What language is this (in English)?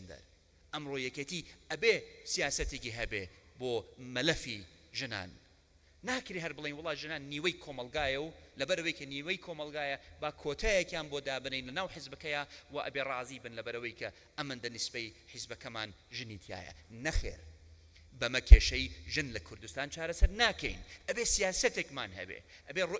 Central Kurdish